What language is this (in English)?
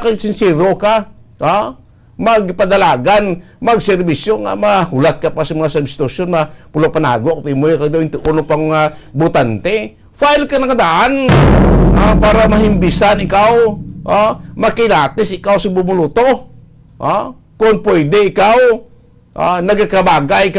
Hiligaynon